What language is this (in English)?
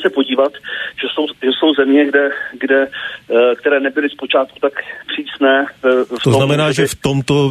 Czech